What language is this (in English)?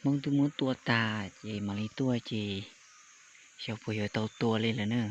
Hmong